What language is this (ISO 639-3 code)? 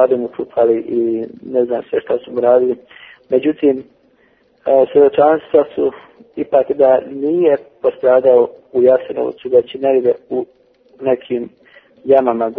hrv